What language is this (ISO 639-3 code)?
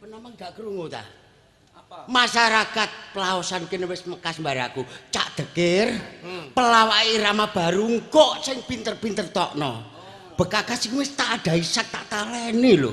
jav